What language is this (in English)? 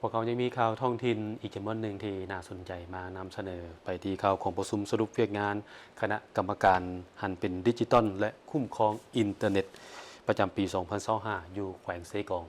Lao